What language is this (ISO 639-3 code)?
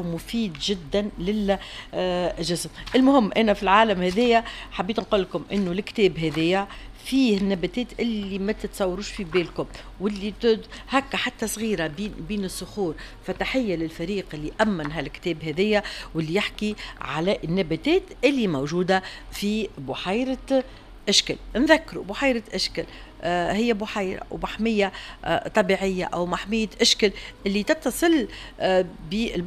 aeb